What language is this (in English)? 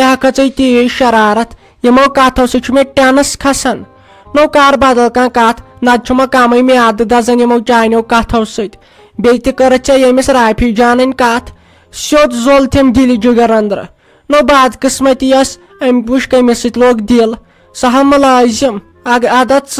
Kashmiri